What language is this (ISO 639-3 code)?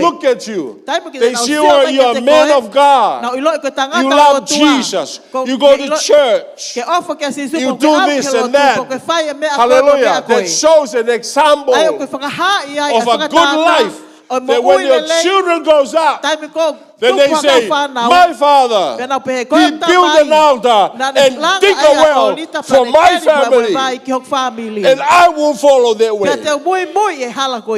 ton